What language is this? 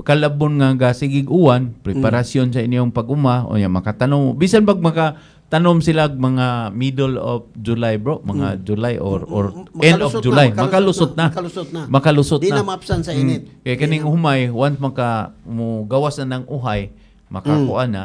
Cebuano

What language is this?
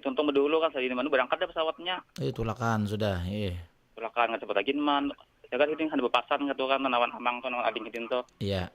Banjar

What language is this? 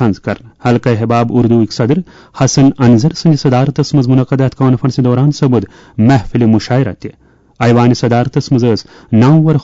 Kashmiri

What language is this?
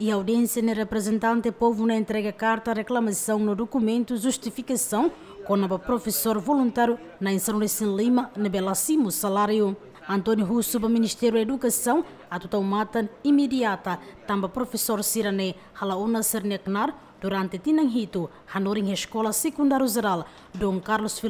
Tetum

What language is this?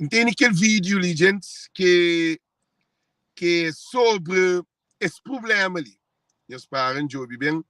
Kabuverdianu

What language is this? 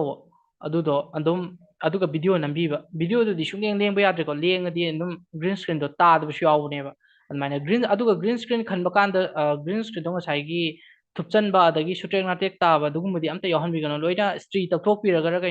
Manipuri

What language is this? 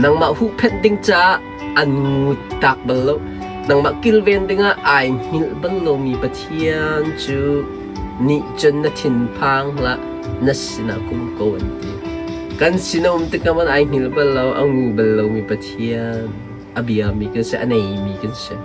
Hakha Chin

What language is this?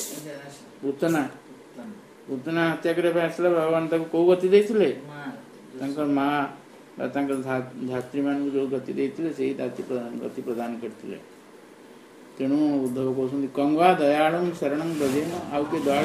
Odia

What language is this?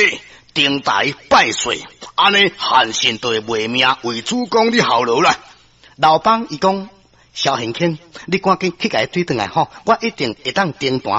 Min Nan Chinese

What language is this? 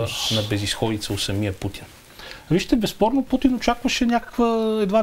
Bulgarian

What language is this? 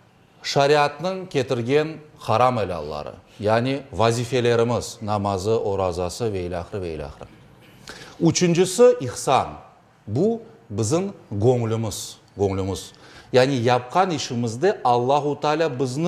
Crimean Tatar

